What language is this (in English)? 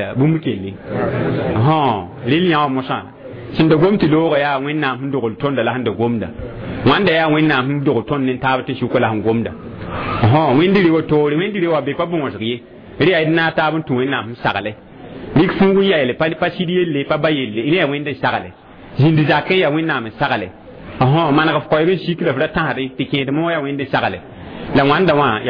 Mossi